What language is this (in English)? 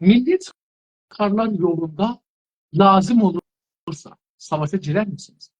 South Azerbaijani